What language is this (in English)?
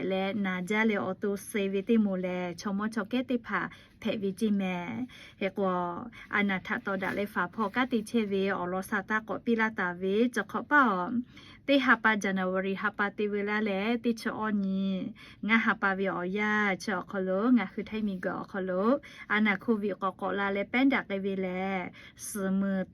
Lahu